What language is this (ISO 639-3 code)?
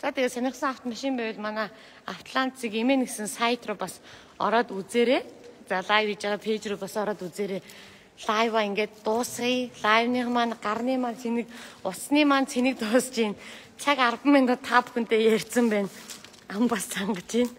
mon